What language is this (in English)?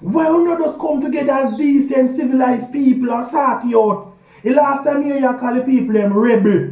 Jamaican Creole English